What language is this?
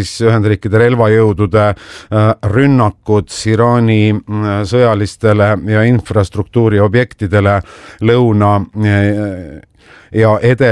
Estonian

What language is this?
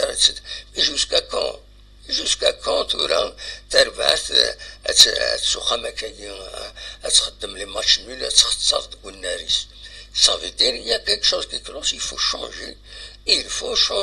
Kabyle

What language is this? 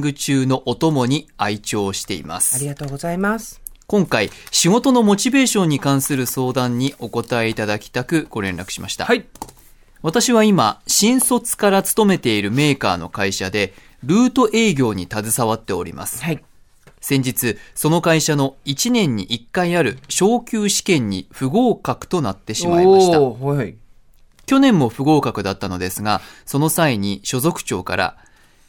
Japanese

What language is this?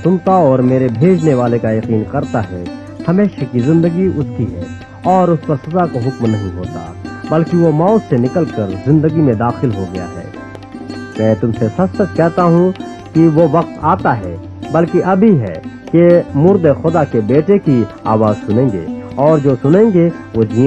Urdu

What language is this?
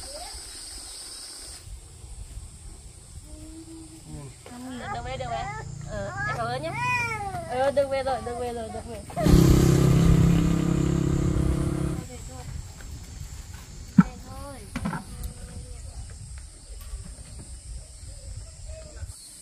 Vietnamese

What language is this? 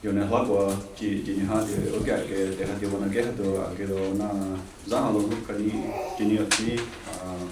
Mohawk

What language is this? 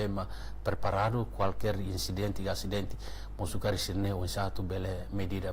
Tetum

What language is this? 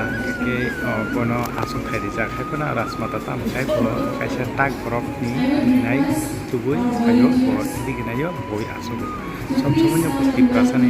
Kok Borok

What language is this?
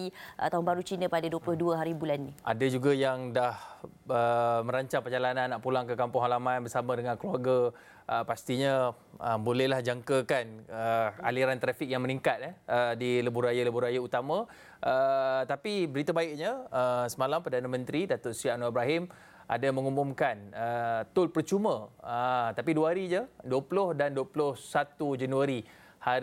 Malay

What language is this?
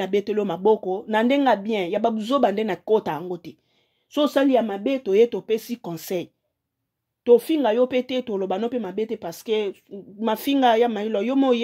Lingala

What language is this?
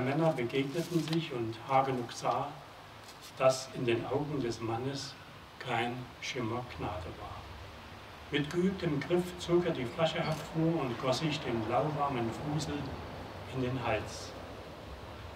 German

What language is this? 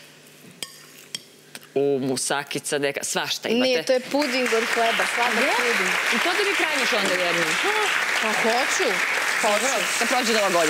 Serbian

